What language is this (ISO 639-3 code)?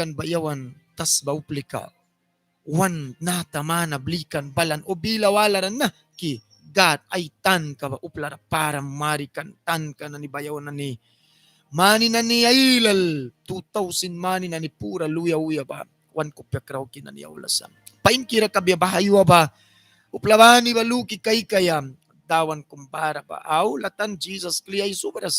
miq